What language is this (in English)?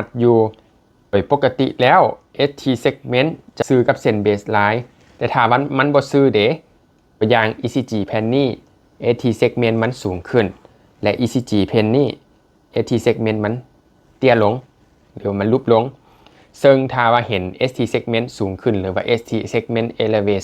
Lao